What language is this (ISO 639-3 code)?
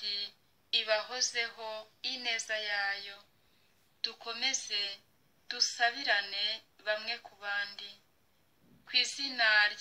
kin